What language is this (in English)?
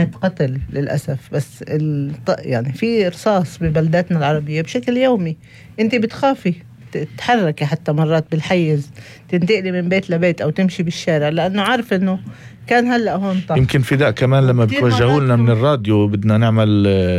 North Levantine Arabic